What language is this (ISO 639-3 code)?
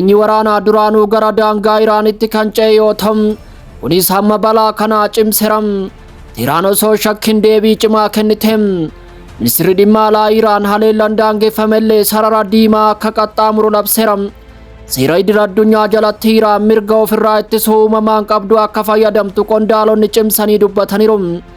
orm